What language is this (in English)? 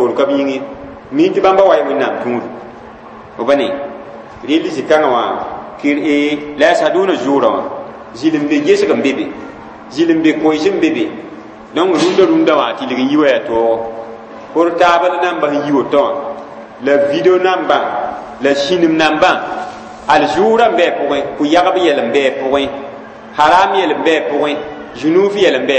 Mossi